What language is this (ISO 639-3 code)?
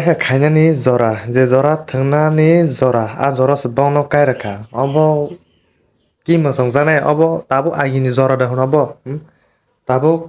trp